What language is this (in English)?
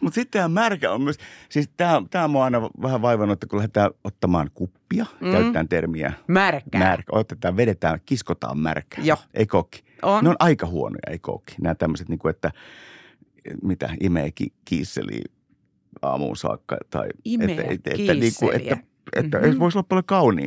Finnish